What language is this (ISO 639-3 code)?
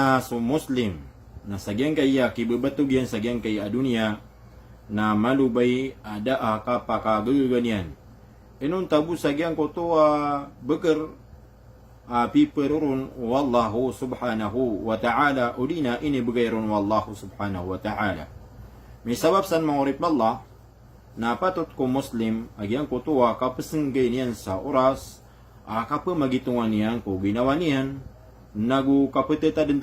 mrw